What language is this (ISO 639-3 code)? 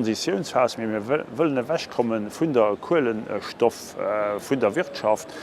ltz